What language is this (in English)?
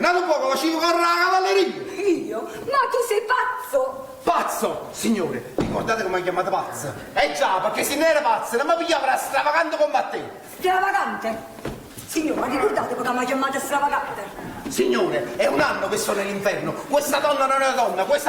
Neapolitan